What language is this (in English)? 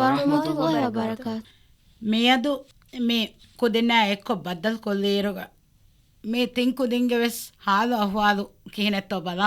Divehi